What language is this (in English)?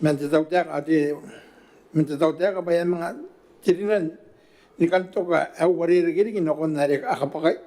Gilbertese